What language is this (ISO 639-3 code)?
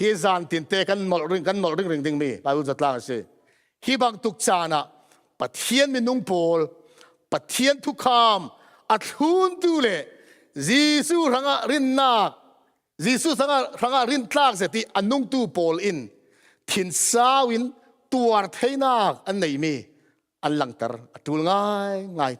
cfm